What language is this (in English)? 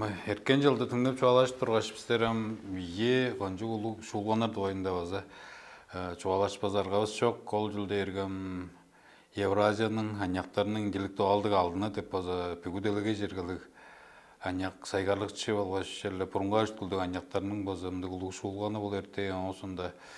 Tuvinian